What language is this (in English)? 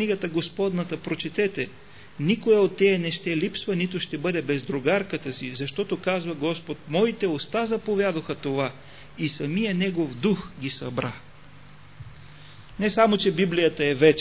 Bulgarian